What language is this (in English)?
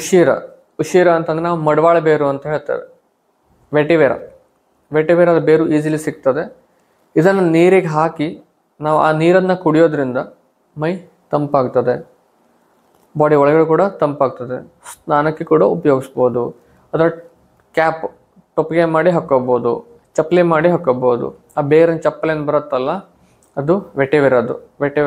Kannada